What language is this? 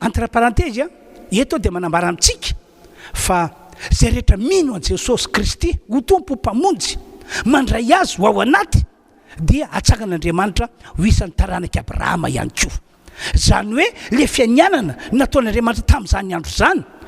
Malagasy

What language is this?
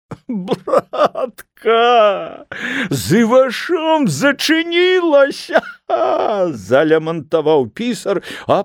Belarusian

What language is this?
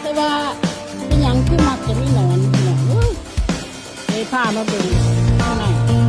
Lao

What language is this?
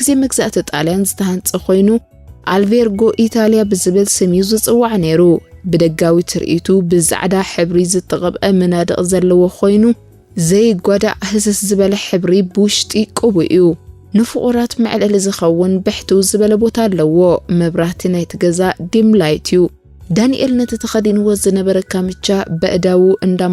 Tigrinya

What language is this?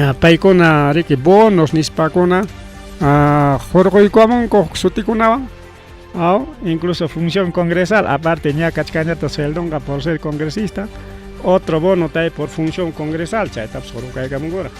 Ayacucho Quechua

